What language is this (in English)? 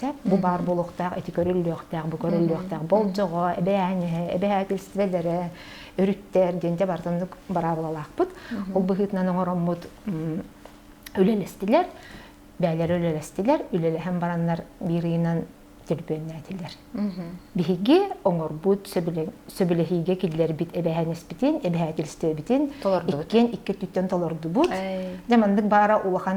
Yakut